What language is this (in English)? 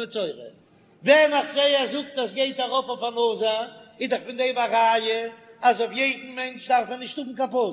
Yiddish